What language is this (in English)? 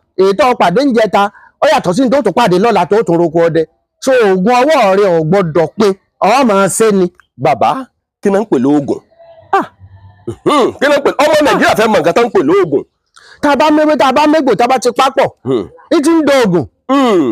Yoruba